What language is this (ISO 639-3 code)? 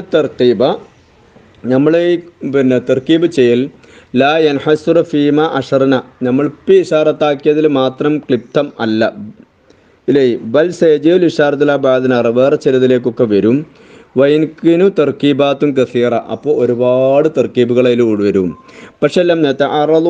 mal